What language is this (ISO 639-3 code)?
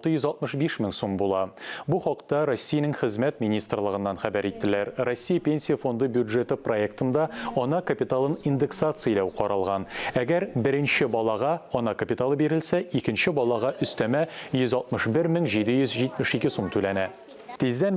tat